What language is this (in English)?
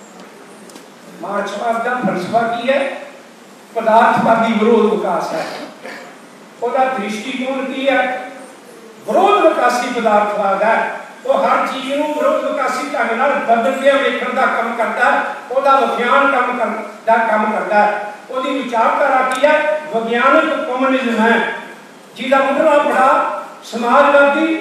Punjabi